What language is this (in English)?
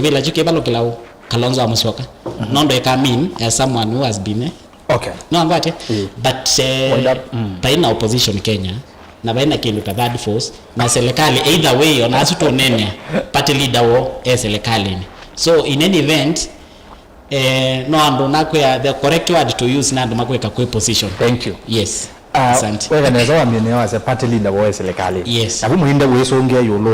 Kamba